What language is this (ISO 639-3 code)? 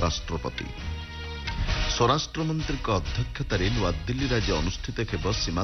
ori